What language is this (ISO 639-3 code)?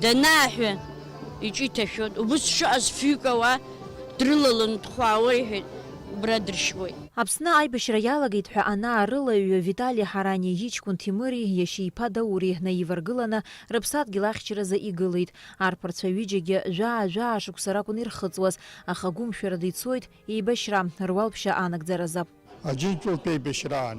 abk